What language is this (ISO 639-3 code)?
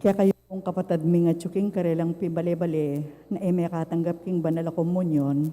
pam